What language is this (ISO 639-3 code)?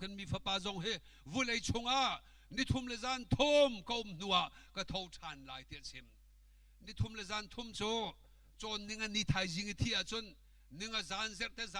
cnh